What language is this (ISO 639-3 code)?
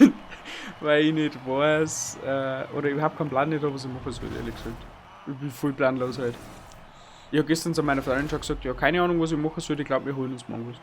bar